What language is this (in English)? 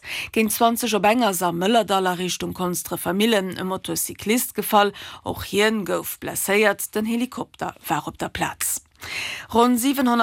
Luxembourgish